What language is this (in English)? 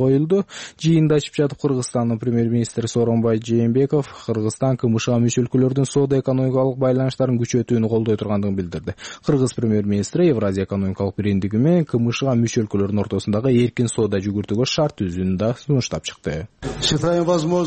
Kyrgyz